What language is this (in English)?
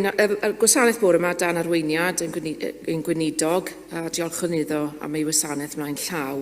Welsh